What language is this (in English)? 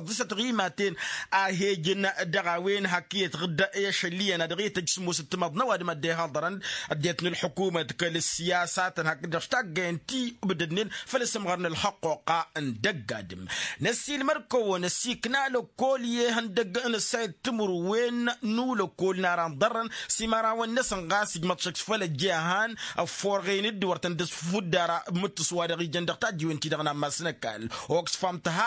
Tamasheq